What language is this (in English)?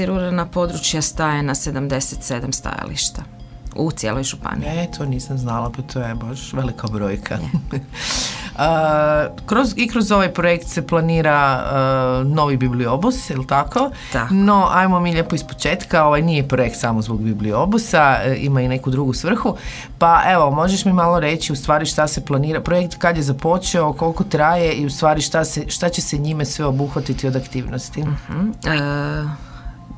Croatian